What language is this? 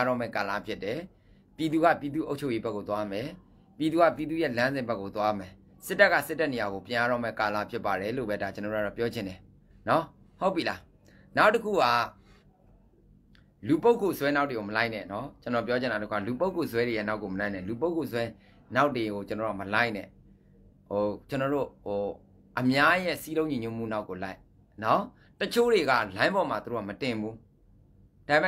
Burmese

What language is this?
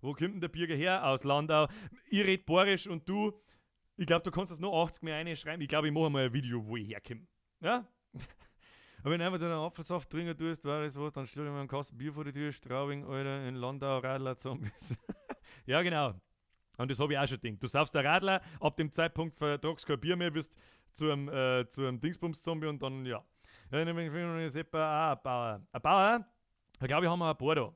Bavarian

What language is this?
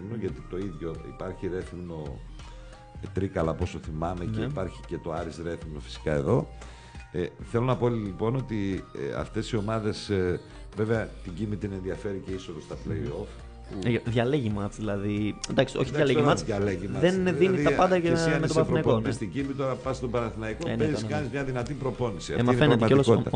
Greek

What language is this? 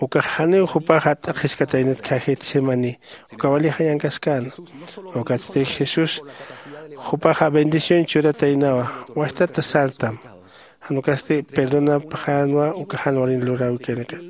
Aymara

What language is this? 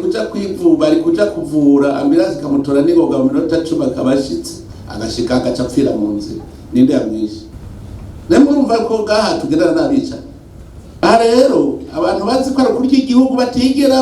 Rundi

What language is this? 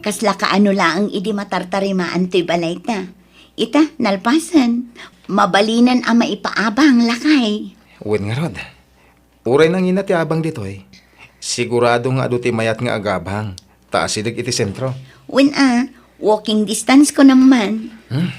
Iloko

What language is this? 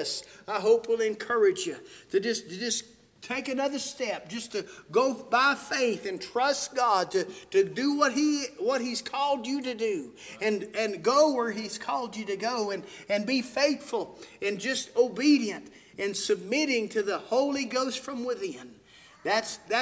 English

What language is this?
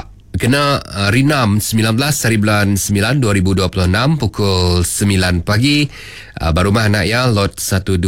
Iban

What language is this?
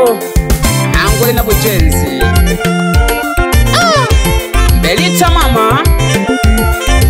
Swahili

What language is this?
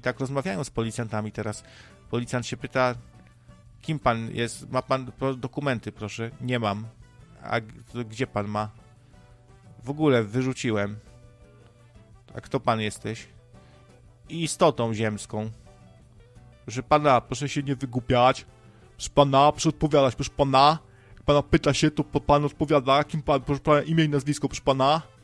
Polish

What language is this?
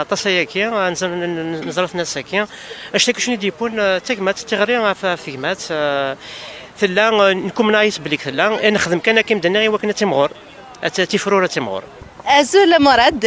Kabyle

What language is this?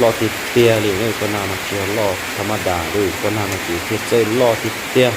Hmong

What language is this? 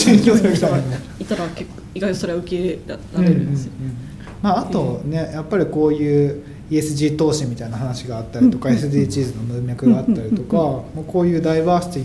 Japanese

